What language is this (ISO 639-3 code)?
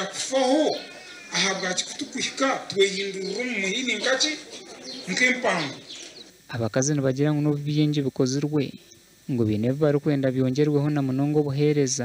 nyn